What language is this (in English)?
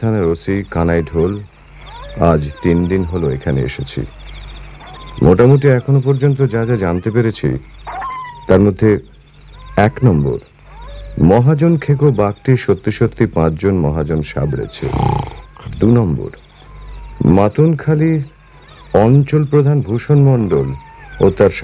Bangla